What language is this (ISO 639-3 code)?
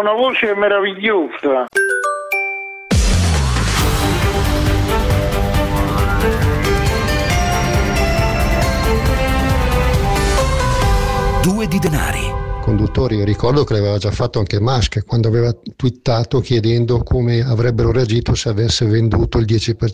ita